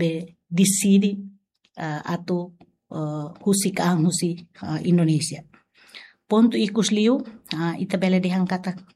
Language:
Tetum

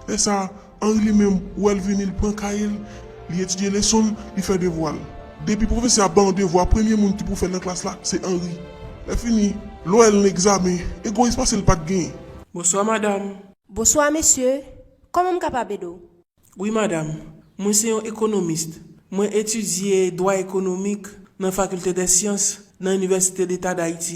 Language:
Haitian Creole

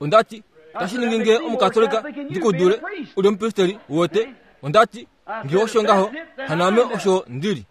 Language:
Kuanyama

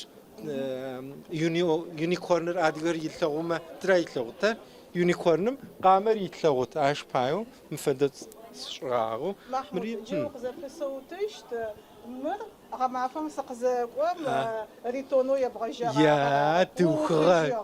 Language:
Adyghe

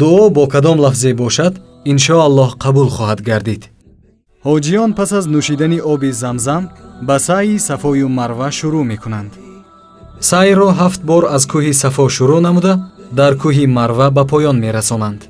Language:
Tajik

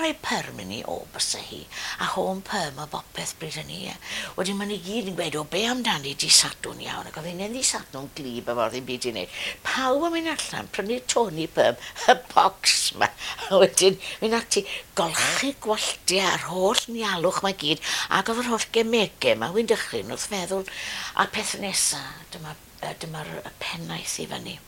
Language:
Welsh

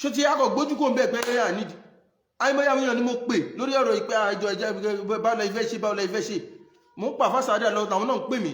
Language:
Yoruba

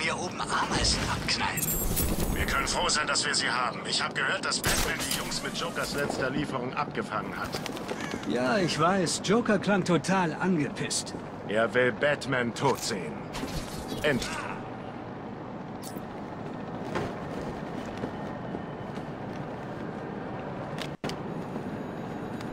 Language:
German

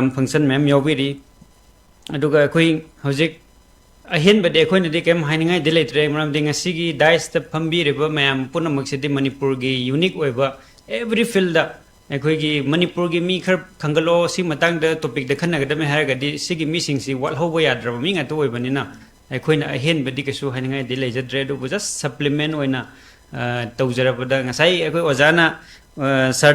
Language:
Manipuri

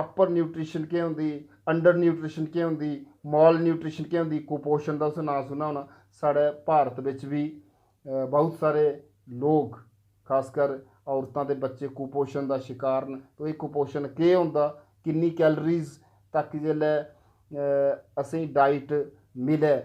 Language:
Dogri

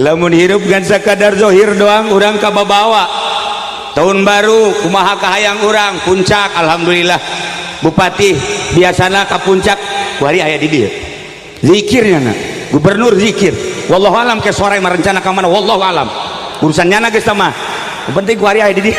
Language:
Sundanese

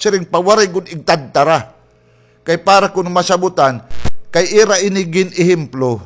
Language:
Waray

